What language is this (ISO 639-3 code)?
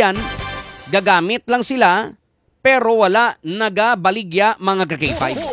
hil